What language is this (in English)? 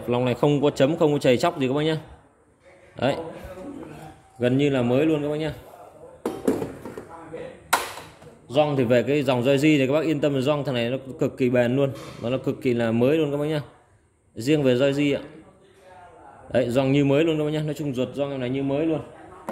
Vietnamese